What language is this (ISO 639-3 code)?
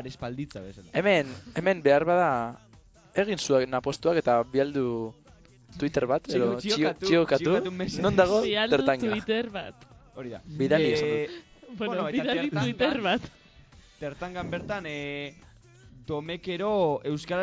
eus